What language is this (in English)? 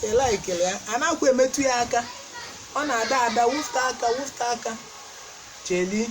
Igbo